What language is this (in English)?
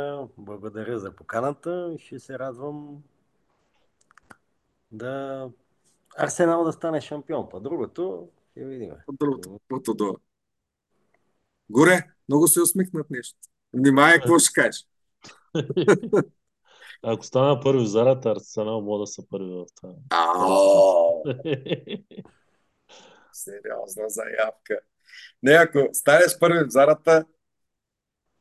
Bulgarian